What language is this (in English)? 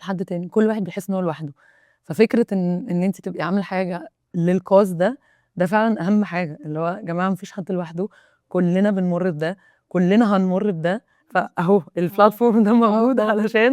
Egyptian Arabic